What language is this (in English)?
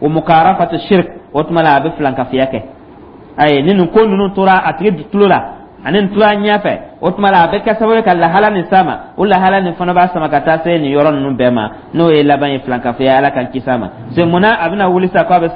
Dyula